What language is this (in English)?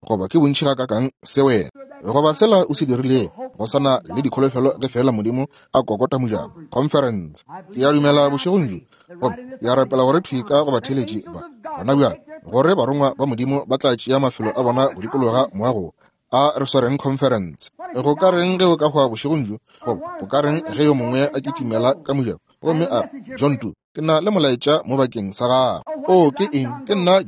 Northern Sotho